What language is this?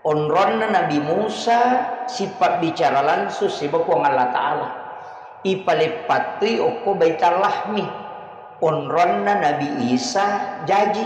Buginese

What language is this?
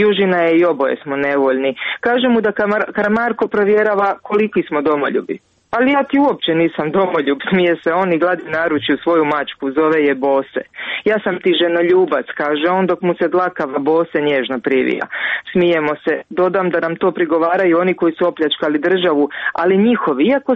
Croatian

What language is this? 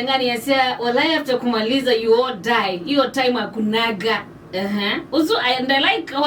Kamba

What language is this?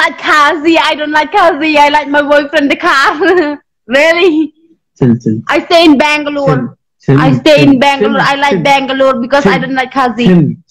Khasi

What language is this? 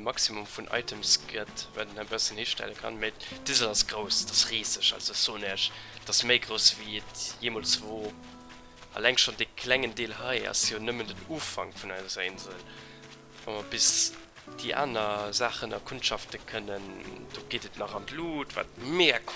Luxembourgish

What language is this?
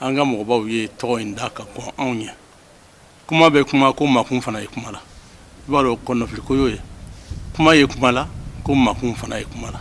Bambara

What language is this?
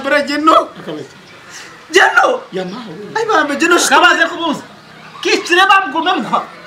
Kinyarwanda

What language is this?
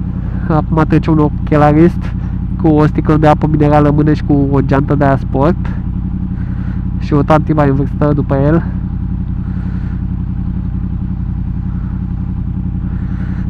Romanian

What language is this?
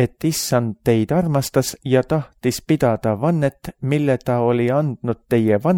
Estonian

